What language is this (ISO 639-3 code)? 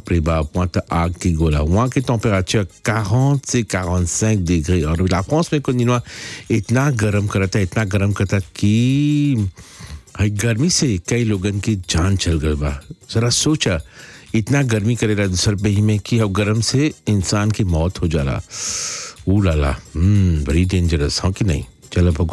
bho